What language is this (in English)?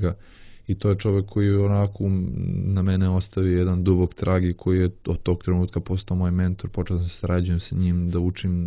Serbian